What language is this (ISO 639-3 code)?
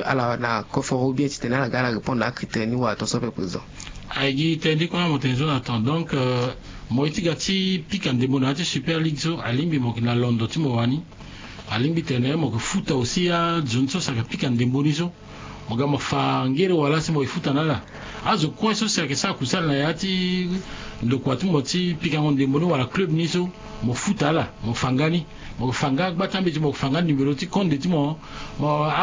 sag